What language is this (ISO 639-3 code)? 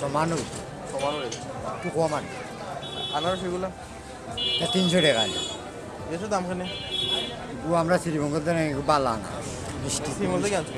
syl